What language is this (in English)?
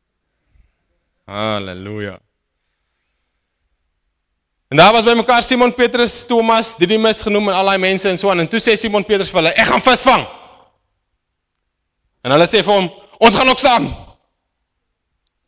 Afrikaans